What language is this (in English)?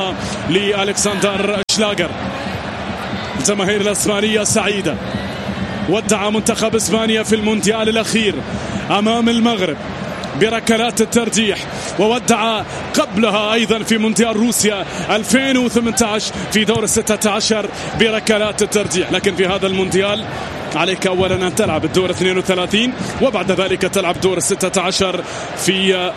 Arabic